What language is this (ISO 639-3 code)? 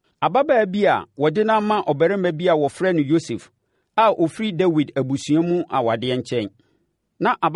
aka